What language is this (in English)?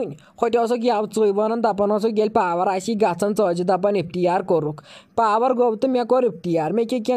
Kashmiri